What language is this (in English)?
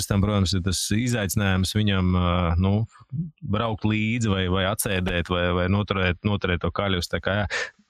Latvian